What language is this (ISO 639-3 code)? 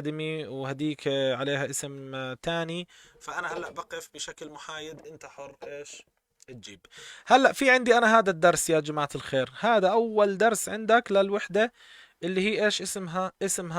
apc